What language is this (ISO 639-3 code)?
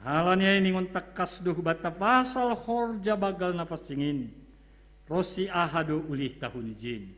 bts